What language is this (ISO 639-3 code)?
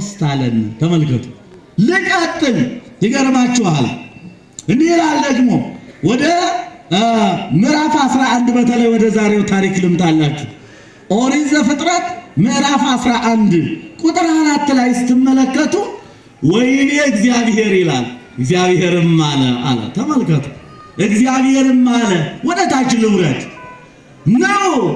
amh